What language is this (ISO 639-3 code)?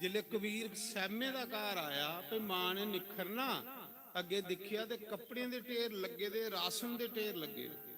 doi